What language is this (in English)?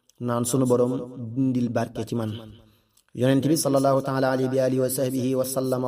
Wolof